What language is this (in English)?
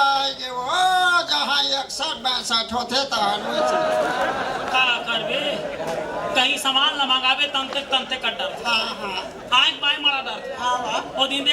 Chhattisgarhi